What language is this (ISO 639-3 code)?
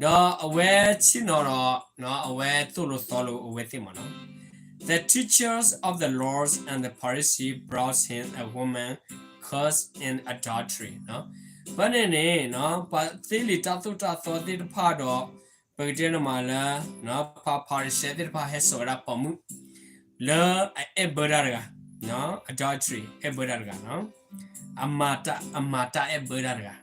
ksw